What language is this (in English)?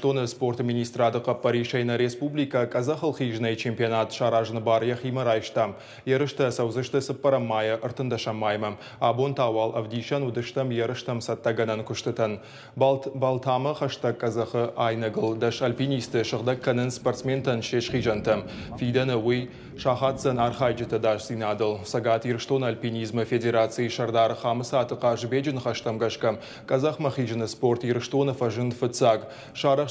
Ossetic